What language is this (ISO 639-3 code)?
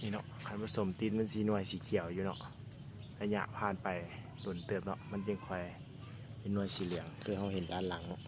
lao